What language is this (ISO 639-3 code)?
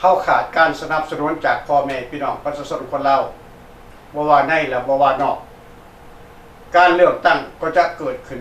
lao